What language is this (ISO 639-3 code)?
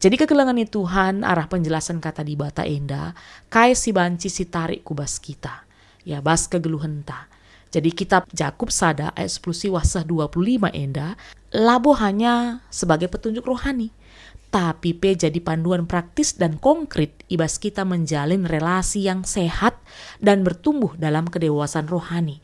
btx